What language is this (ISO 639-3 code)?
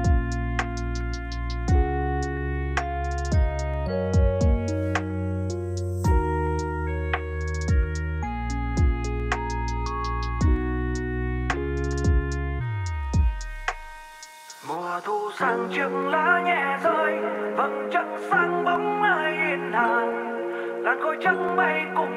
vie